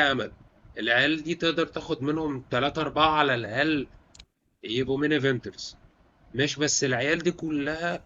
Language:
Egyptian Arabic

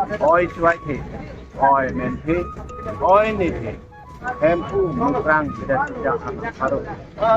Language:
Karbi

